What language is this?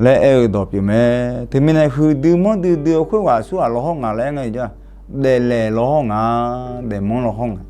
Akha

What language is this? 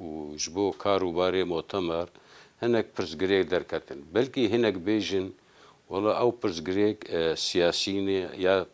Kurdish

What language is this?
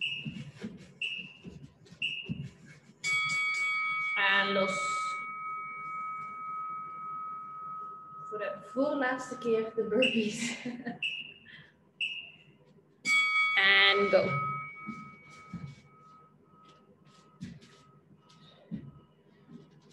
Dutch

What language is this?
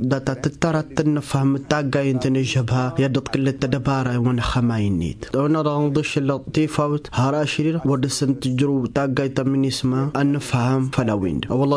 Tamasheq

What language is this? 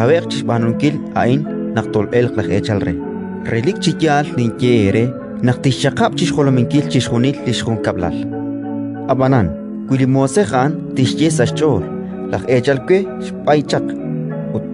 Kekchí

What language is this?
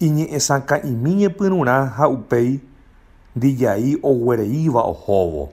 Guarani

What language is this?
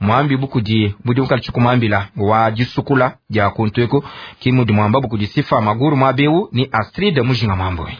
Luba-Lulua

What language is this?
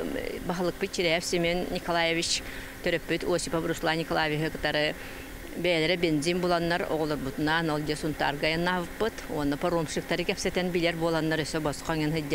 Yakut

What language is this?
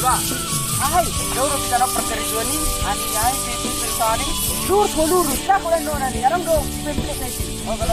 Batak Toba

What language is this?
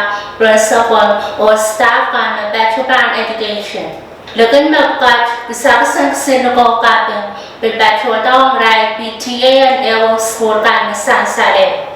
Pohnpeian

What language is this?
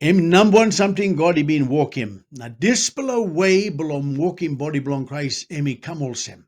Tok Pisin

